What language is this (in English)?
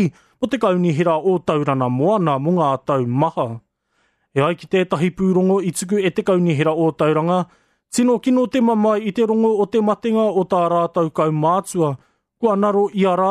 Māori